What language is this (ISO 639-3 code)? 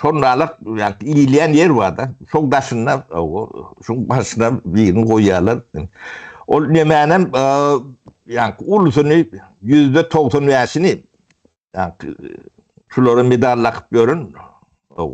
tuk